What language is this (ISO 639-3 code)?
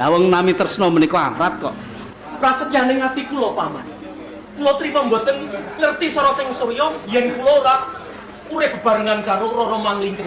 jav